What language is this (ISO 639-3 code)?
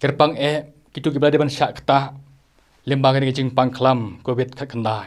kha